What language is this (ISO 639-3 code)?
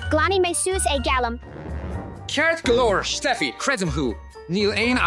gle